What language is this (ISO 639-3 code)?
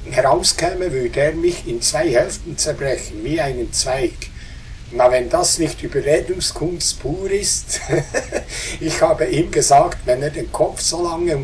gsw